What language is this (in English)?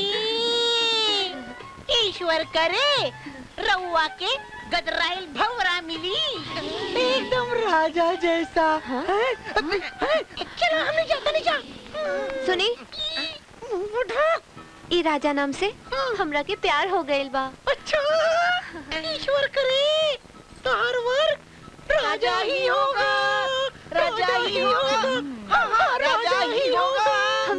Bhojpuri